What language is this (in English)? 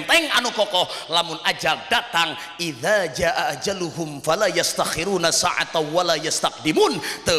Sundanese